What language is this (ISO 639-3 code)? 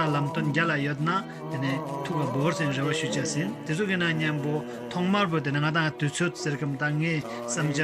lbj